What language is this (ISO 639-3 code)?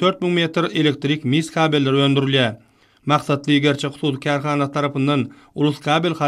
tuk